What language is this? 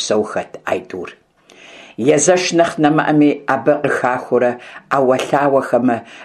Kabardian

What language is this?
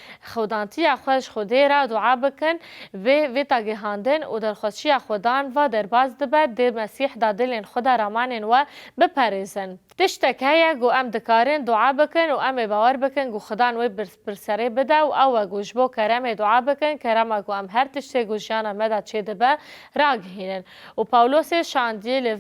Kurdish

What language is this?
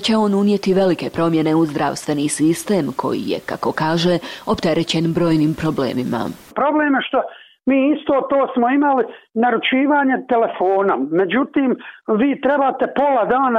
Bosnian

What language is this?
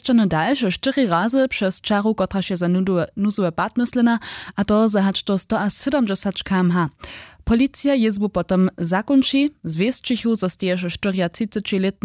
Upper Sorbian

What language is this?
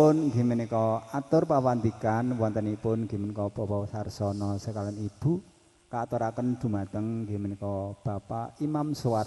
Javanese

